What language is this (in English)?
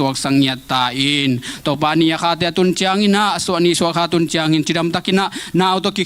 Tedim Chin